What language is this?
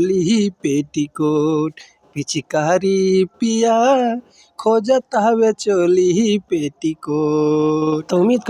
Bhojpuri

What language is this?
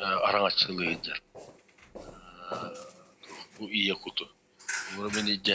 Yakut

